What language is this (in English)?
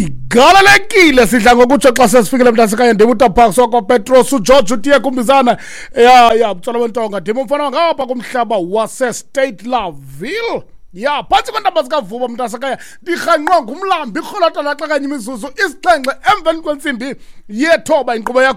Xhosa